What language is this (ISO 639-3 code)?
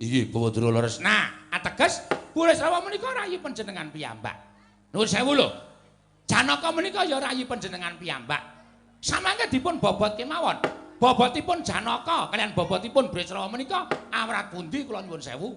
jav